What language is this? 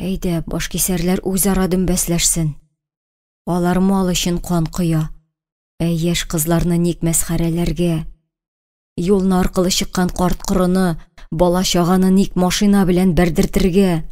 Tatar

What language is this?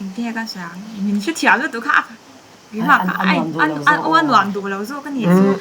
Mizo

